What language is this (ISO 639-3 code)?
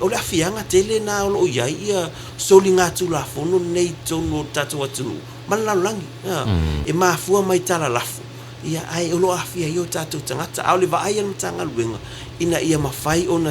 smo